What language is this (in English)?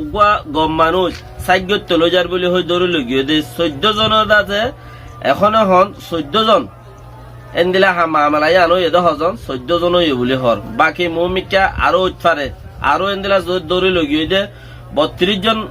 Rohingya